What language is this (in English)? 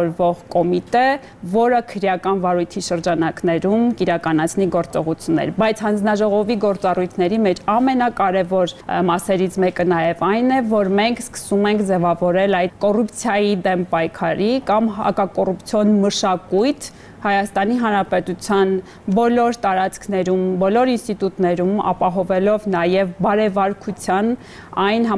Armenian